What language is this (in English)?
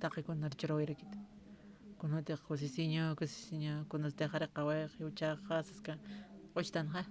Aymara